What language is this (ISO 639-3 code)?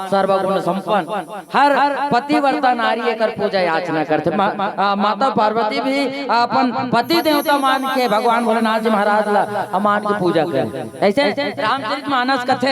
hne